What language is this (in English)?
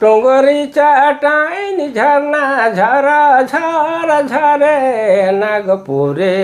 Sadri